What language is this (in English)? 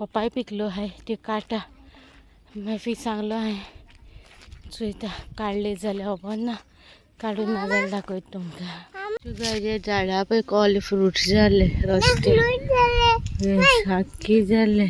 Konkani